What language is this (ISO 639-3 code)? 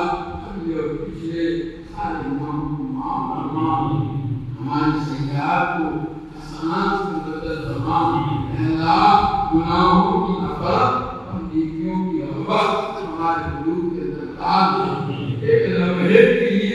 urd